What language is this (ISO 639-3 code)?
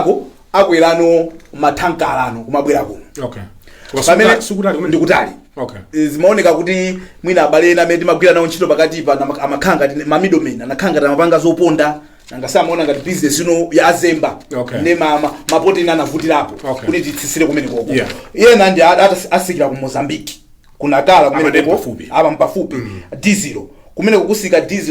nya